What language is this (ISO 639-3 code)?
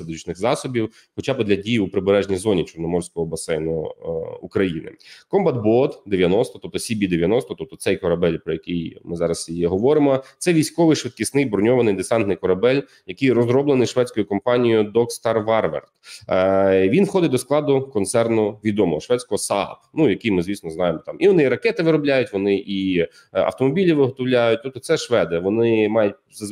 ukr